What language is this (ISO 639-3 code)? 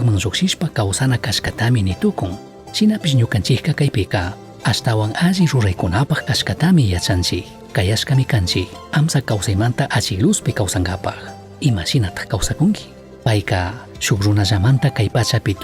qug